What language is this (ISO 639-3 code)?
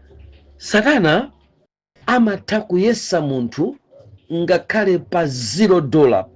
nya